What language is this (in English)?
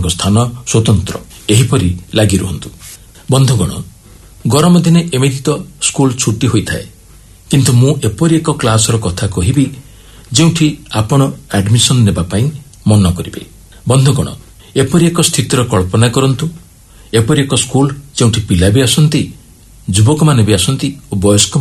Odia